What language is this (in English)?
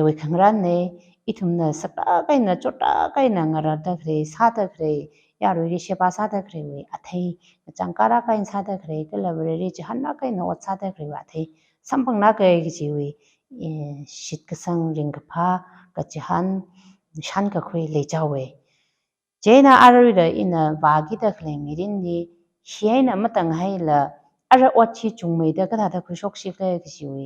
Tangkhul Naga (India)